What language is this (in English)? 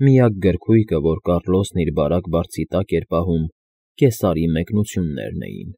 Armenian